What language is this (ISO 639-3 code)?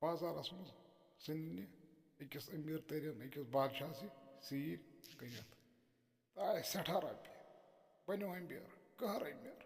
kas